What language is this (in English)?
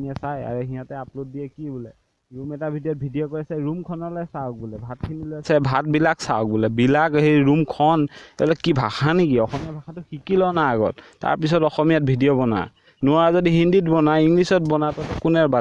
Assamese